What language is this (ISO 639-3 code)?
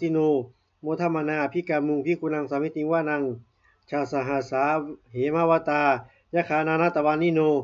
pli